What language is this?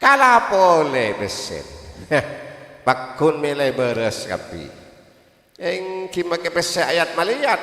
Madurese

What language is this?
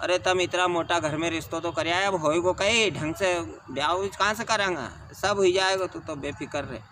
Rajasthani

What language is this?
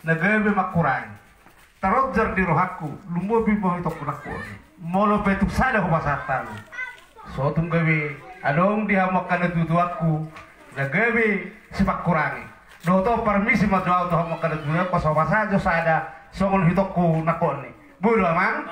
Batak Toba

